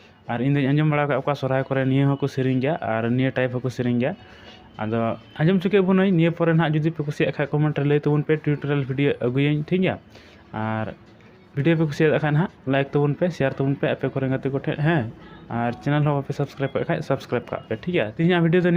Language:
Santali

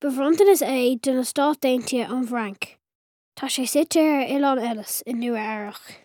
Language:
Irish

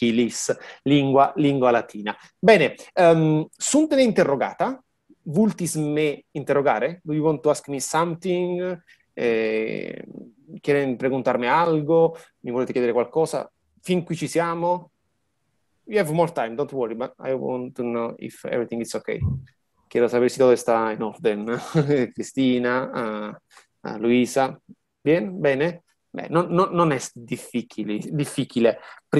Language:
Latin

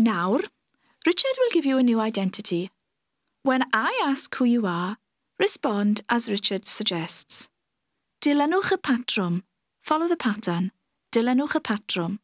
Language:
Welsh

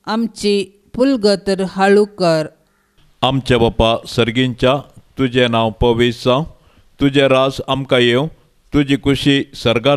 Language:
Konkani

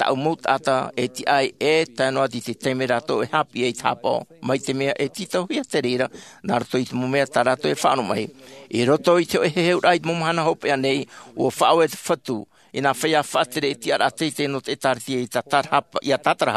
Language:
Tahitian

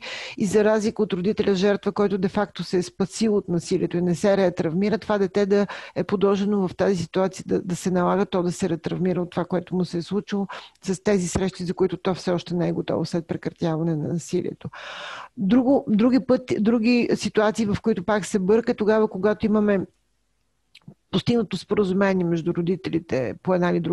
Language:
Bulgarian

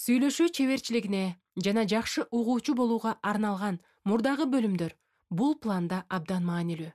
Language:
Kyrgyz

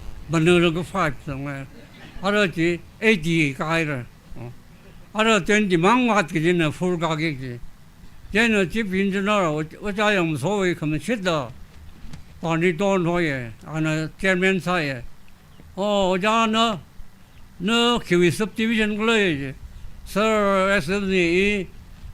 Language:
Tangkhul Naga (India)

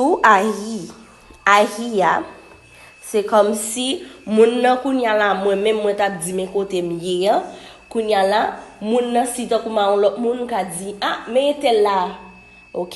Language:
Haitian Creole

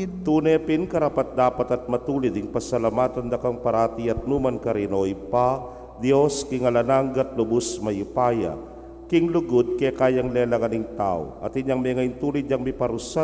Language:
Pampanga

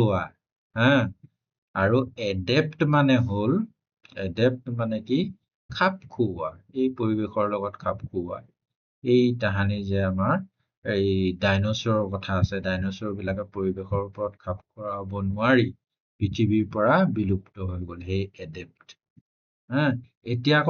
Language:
Assamese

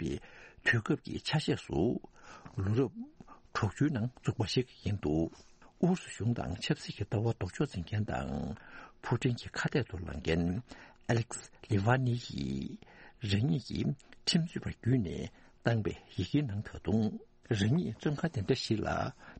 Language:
Tibetan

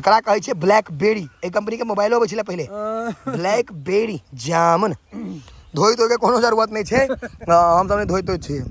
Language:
Maithili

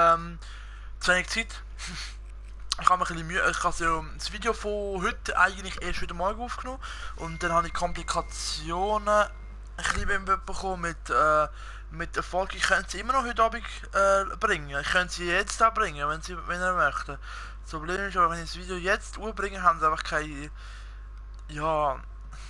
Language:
Swiss German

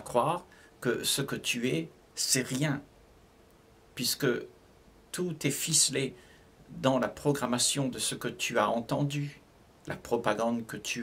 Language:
French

